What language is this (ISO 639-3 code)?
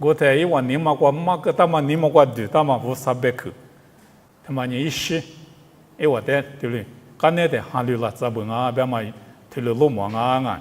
lis